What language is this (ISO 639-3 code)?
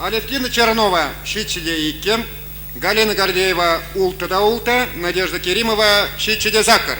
chv